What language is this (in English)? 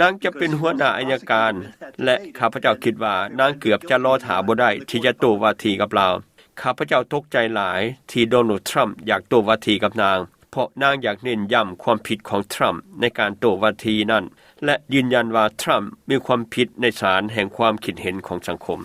Lao